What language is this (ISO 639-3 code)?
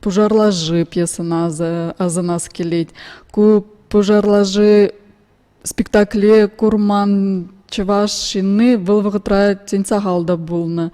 chv